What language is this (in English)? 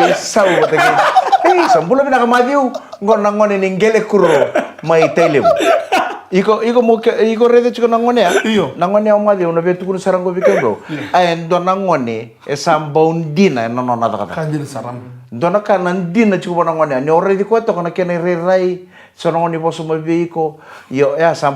Fijian